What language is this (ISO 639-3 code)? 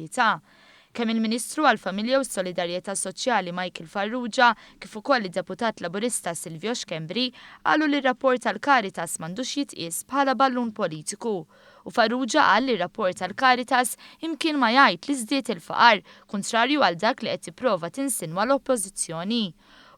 mlt